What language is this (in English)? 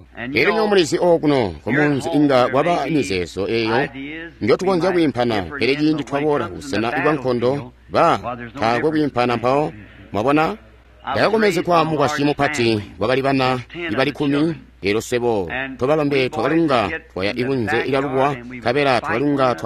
Tonga (Zambia)